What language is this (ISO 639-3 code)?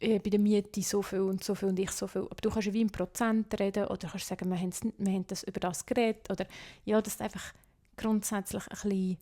gsw